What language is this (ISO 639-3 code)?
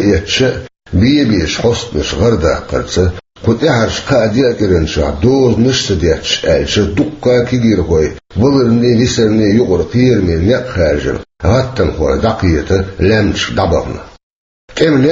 che